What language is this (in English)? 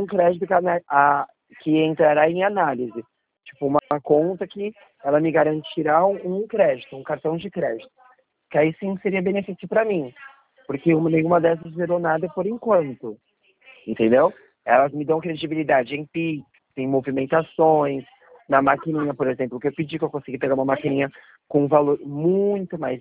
Portuguese